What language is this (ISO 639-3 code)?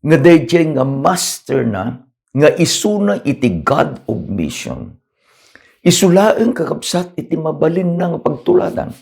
ilo